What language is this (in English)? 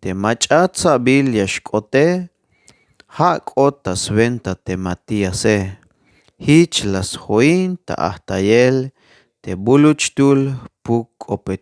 Tzeltal